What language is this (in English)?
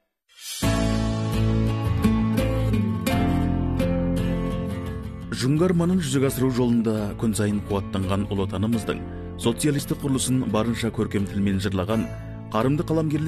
Kazakh